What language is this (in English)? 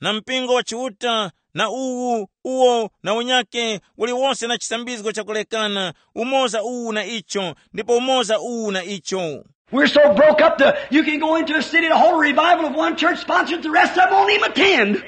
Tumbuka